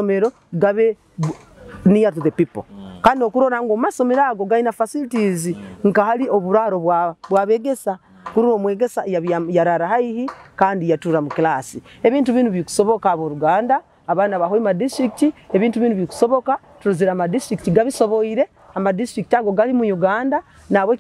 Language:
Nyoro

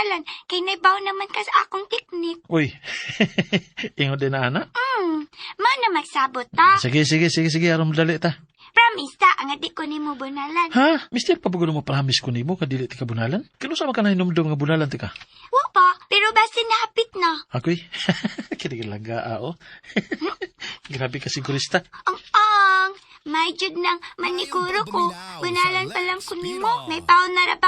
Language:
Cebuano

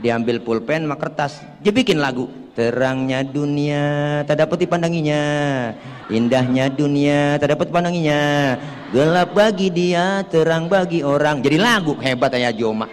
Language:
Betawi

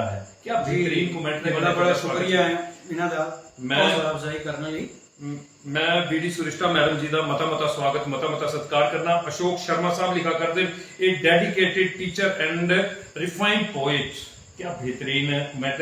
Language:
Dogri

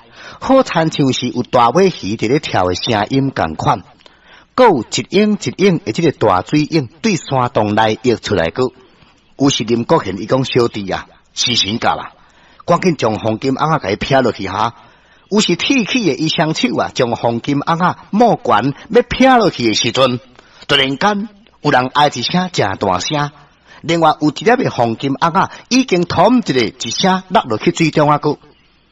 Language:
Min Nan Chinese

